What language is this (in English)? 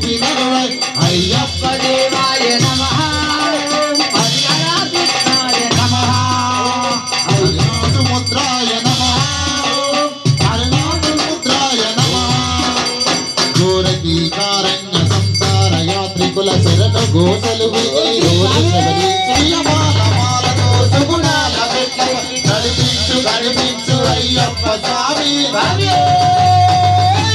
Telugu